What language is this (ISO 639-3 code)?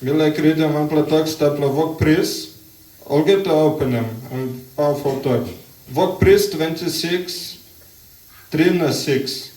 tpi